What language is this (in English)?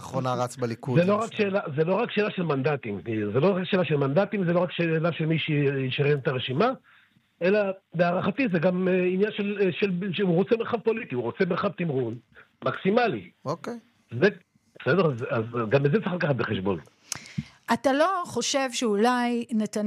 Hebrew